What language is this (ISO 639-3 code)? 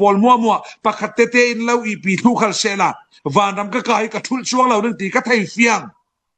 cfm